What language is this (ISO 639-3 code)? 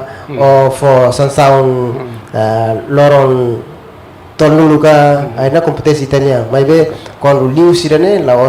tet